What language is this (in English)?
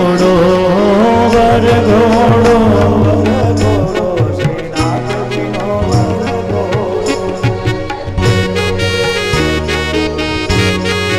Gujarati